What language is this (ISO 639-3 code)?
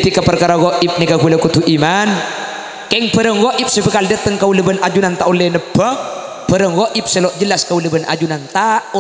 mad